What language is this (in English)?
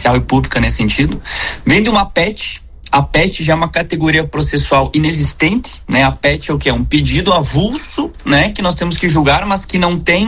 Portuguese